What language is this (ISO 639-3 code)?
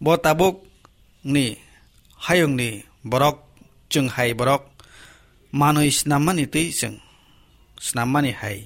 trp